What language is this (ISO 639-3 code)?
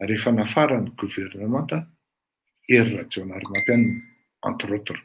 mlg